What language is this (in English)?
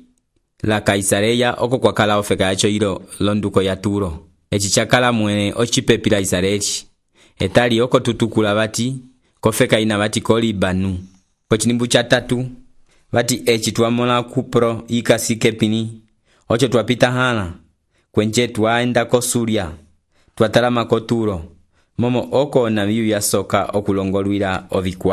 Umbundu